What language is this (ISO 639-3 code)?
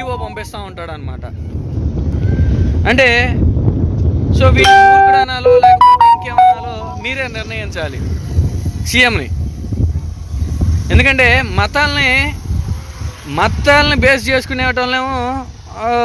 tel